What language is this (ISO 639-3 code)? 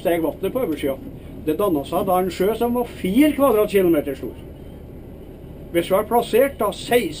nor